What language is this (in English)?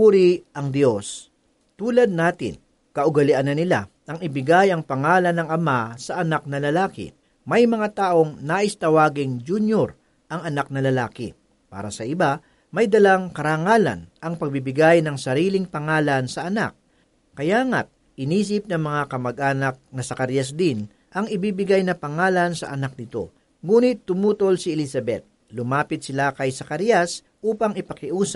Filipino